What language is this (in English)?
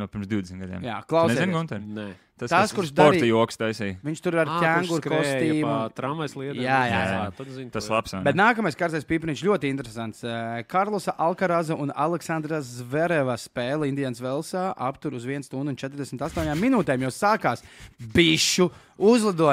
Latvian